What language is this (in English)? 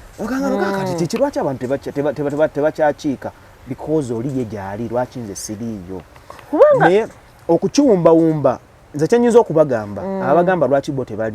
Ganda